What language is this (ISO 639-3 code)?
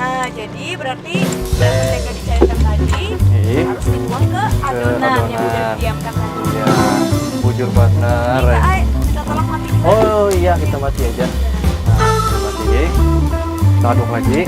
bjn